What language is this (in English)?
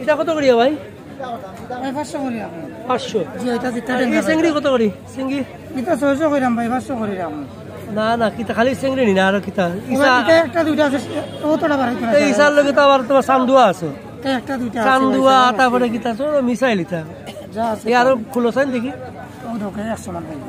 Sylheti